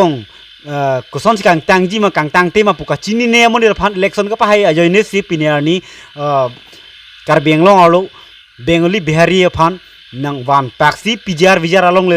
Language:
Karbi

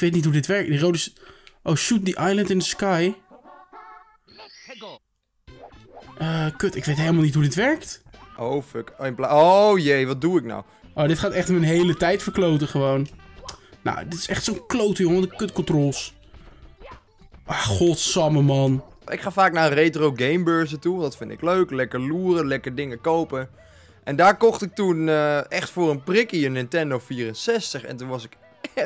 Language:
Dutch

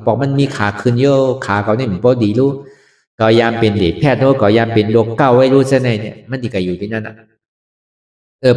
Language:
Shan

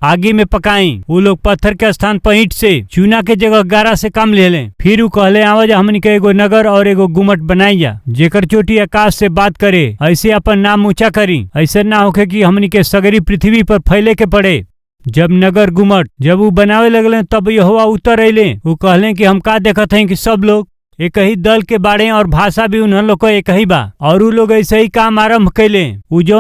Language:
Bhojpuri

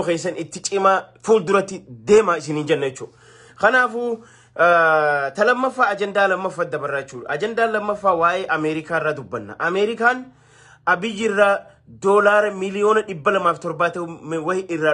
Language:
Oromo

